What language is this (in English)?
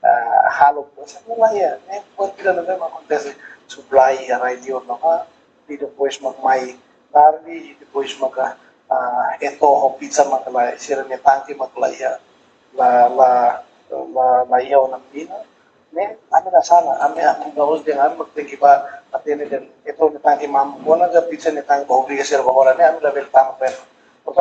Tetum